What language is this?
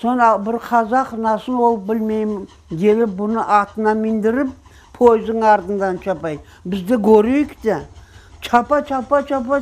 Crimean Tatar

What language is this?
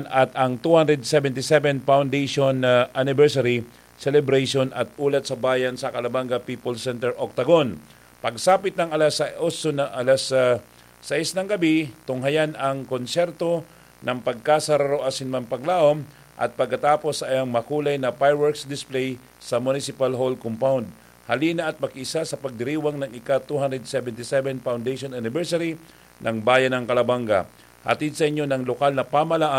Bikol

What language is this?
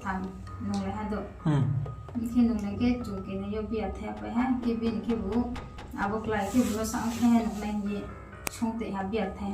Riang (India)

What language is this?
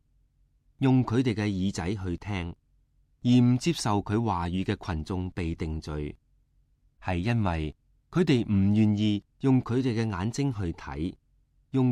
Cantonese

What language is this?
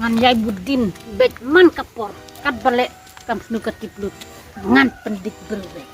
Khasi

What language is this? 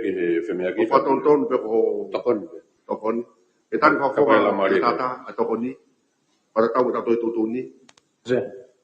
Tongan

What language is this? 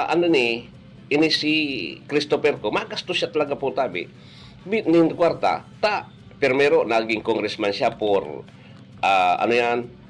Bikol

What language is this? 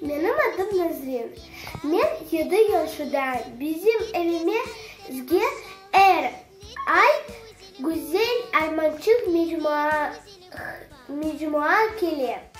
Crimean Tatar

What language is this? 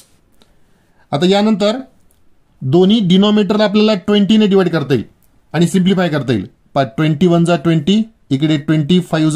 Marathi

